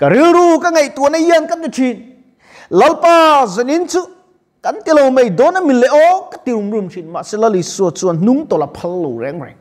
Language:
Mizo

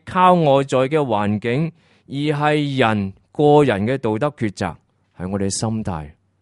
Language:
Cantonese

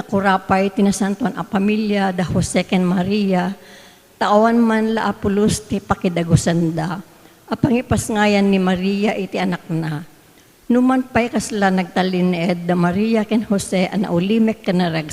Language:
Iloko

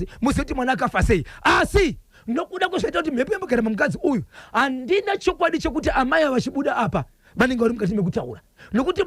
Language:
Shona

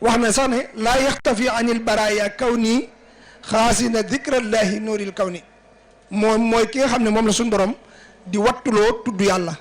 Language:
Wolof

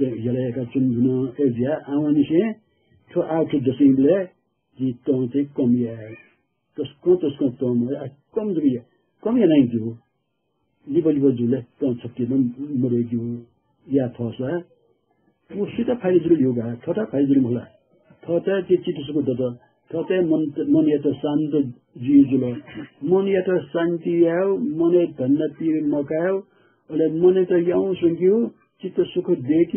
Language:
Newari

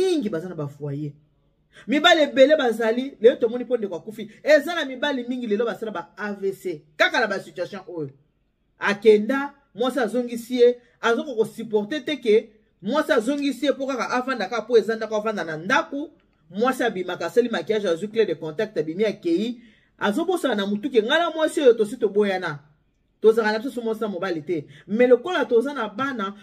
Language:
Lingala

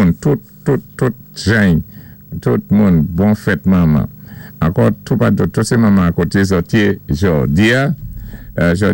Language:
Saint Lucian Creole French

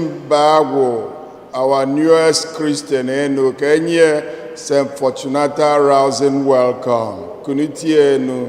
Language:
Igbo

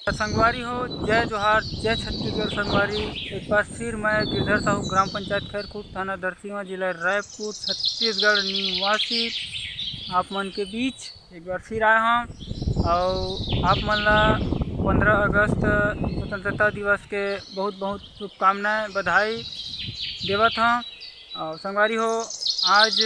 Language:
Chhattisgarhi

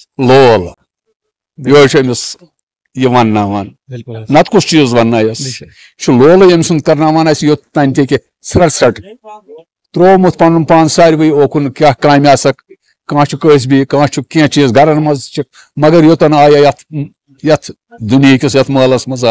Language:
Kashmiri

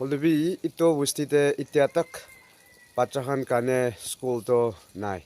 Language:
Naga Pidgin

